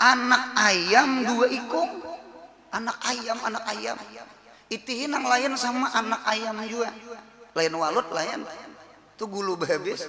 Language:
Banjar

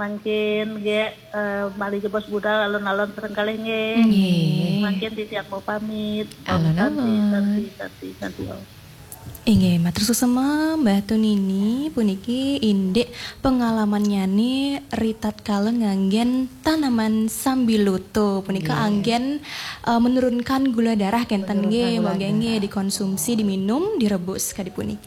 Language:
Balinese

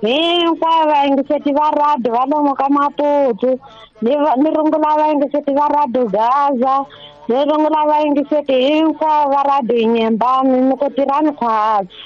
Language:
Tsonga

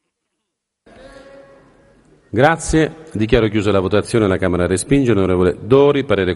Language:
Italian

